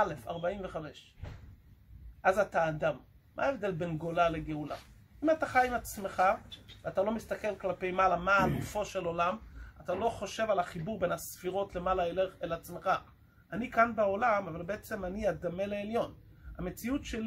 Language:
Hebrew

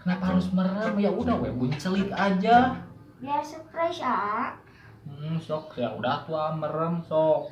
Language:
Sundanese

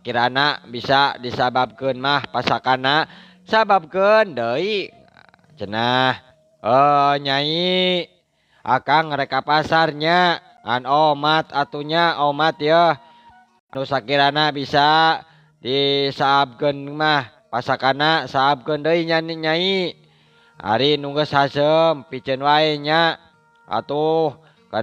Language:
Sundanese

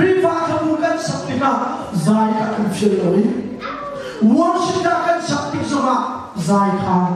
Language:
Hakha Chin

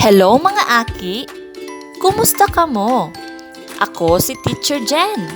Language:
Bikol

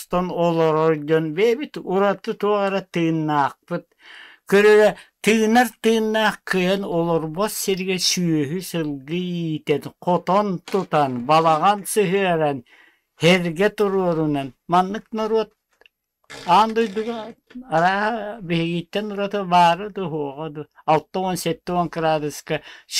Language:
Yakut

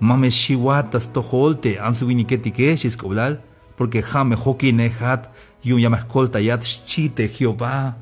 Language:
Tzeltal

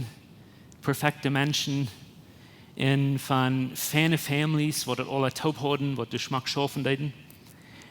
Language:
Plautdietsch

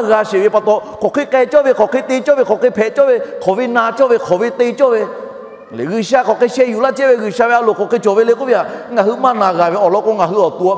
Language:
Lahu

